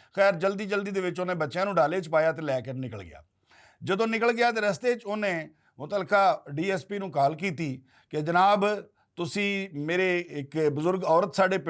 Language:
Western Panjabi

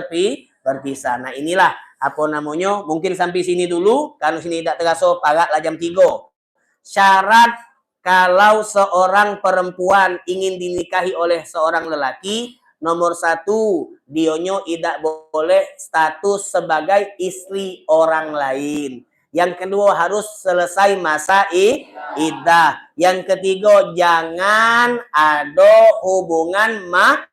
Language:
Musi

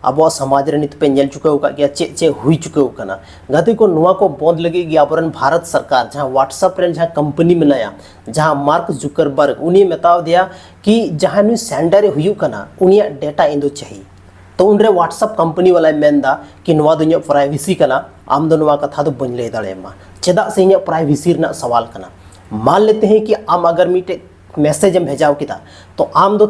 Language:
Santali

